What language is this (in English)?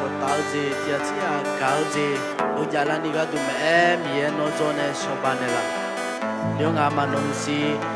Akha